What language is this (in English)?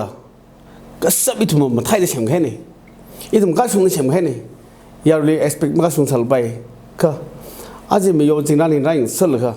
Tangkhul Naga (India)